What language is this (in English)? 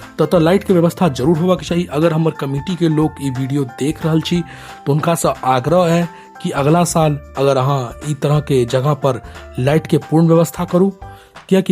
Maithili